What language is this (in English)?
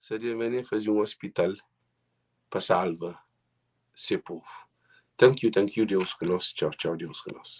Kabuverdianu